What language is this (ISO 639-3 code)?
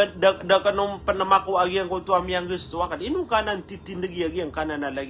mrw